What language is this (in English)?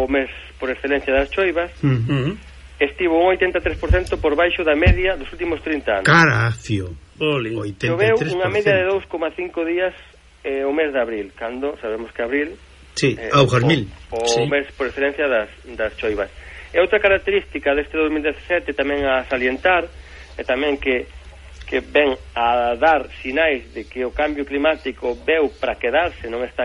Galician